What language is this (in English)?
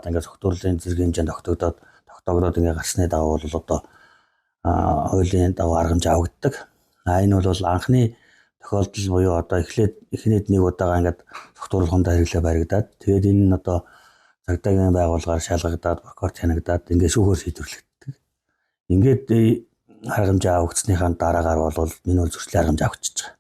Mongolian